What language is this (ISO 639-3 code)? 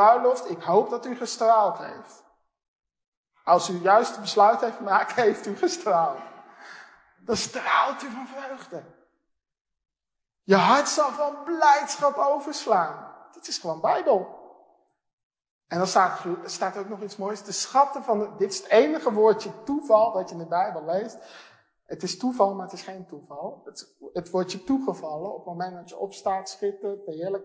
nld